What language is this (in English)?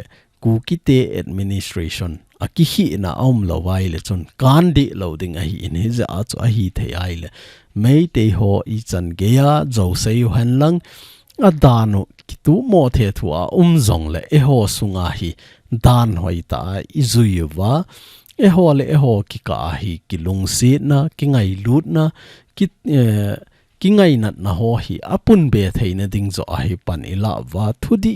Thado Chin